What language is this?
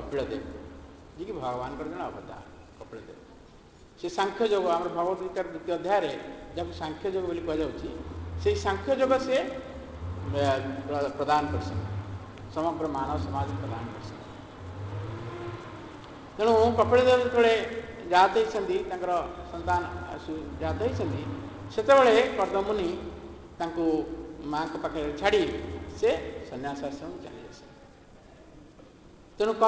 Odia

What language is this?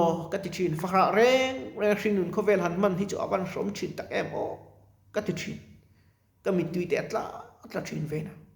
Mizo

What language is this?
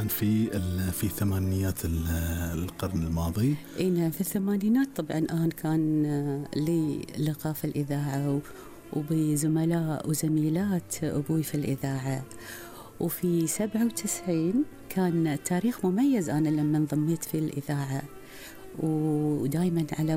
Gulf Arabic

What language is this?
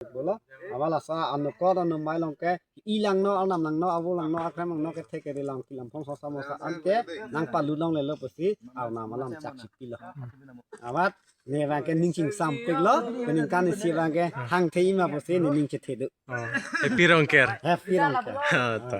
Karbi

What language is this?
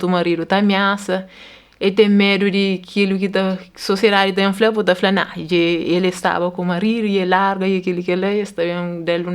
Kabuverdianu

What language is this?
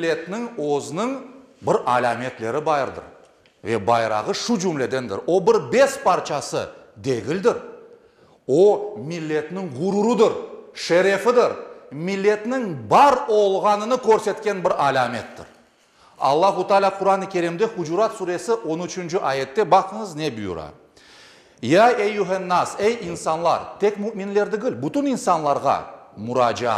Crimean Tatar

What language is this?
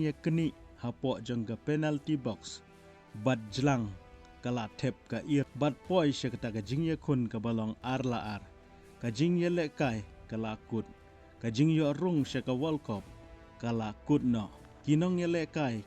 Khasi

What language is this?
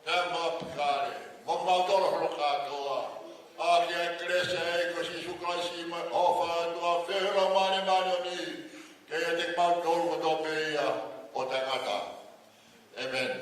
Tongan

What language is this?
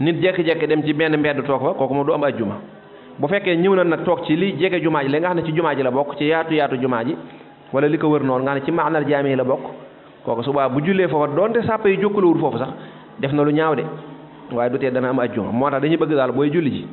Wolof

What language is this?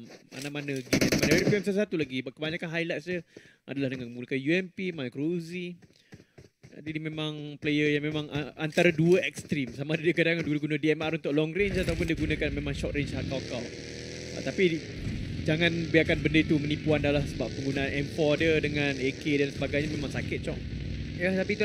Malay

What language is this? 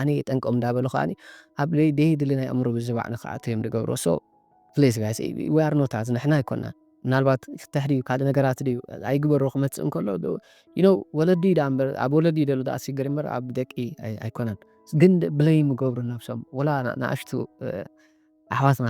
Tigrinya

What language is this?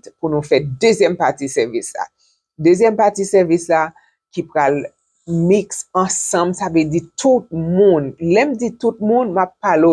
Haitian Creole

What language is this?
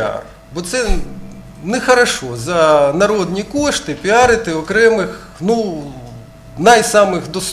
Ukrainian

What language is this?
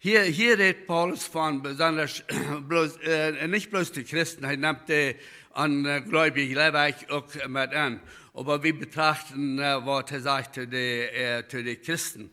Plautdietsch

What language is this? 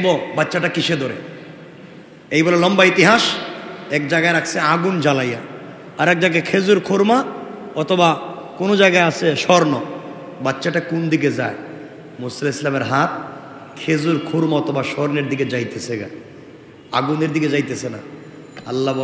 Bangla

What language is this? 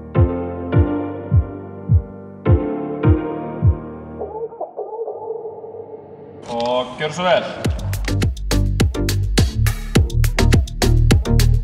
Icelandic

